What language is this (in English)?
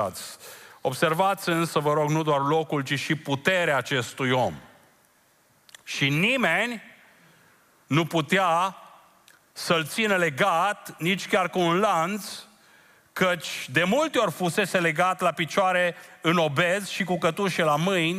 Romanian